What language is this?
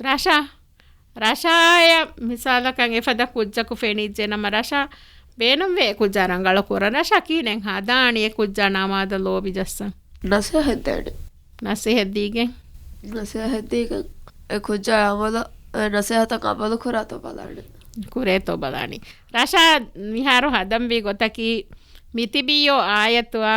Divehi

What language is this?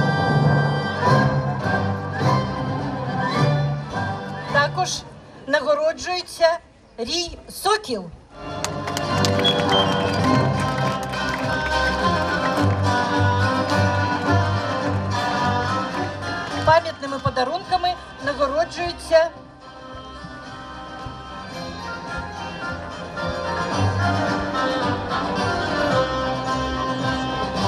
Ukrainian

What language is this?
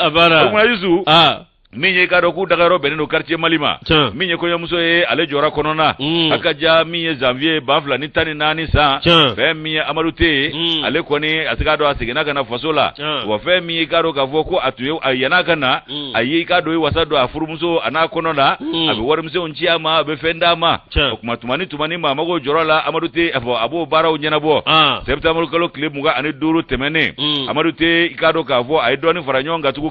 Bambara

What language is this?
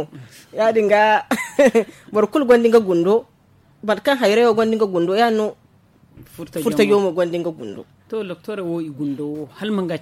Zarma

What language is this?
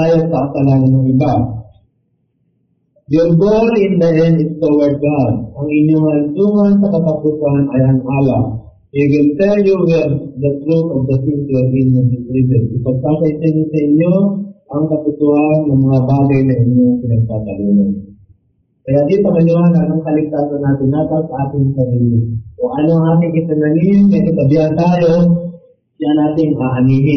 Filipino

